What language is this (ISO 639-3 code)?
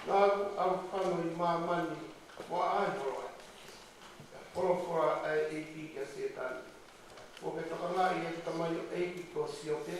ton